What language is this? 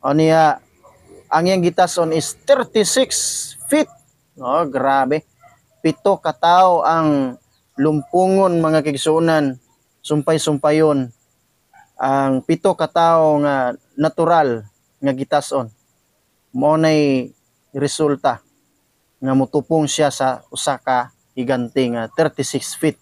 Cebuano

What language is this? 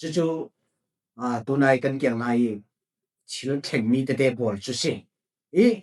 Falam Chin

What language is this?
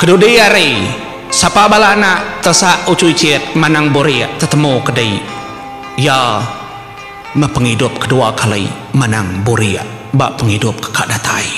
Iban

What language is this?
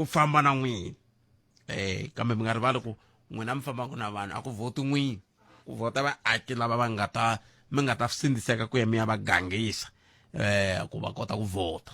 Tsonga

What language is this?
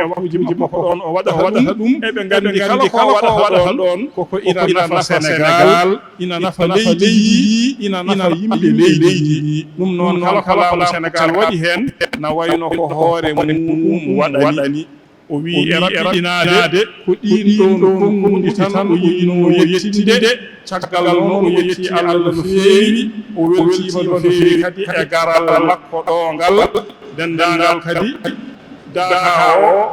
Fula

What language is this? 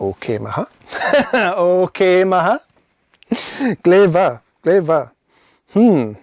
Scottish Gaelic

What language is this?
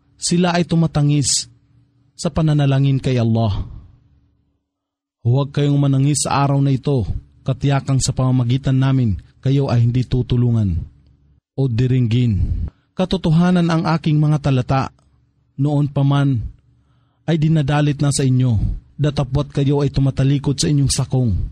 Filipino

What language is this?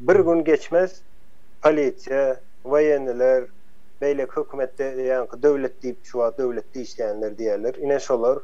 Turkmen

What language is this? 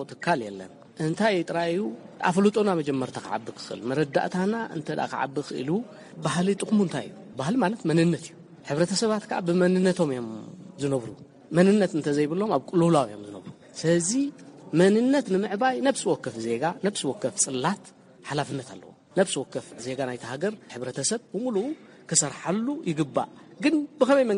Tigrinya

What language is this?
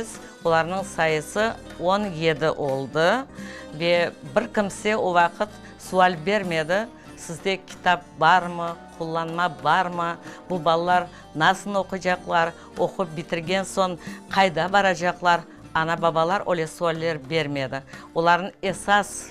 Crimean Tatar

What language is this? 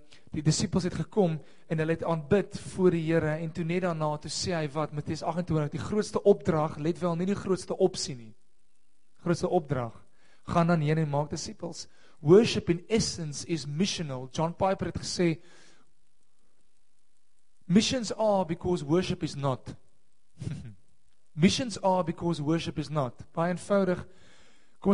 Afrikaans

